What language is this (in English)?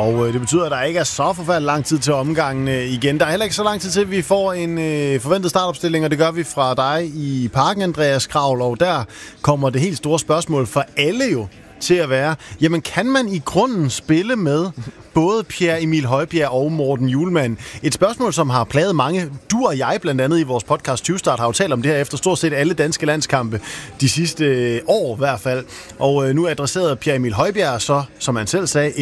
Danish